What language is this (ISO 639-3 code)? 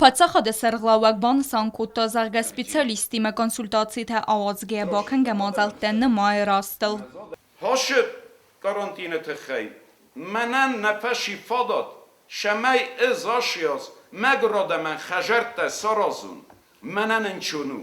oss